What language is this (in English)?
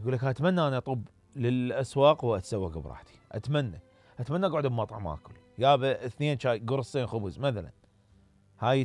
Mesopotamian Arabic